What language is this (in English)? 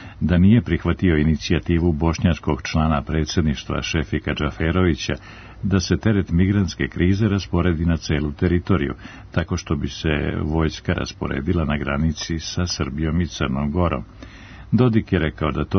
Serbian